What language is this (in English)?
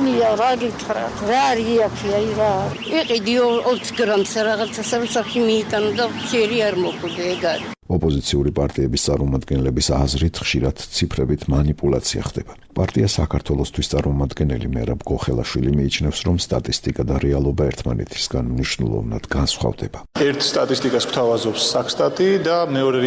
Georgian